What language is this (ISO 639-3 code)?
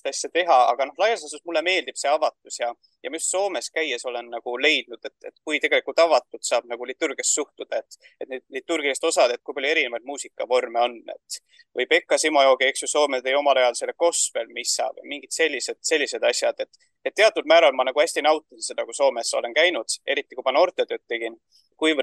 est